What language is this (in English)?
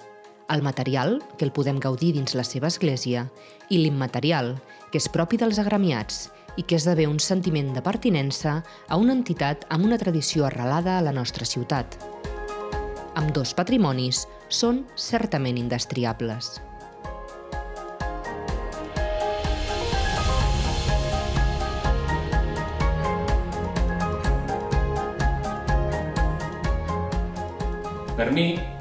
Catalan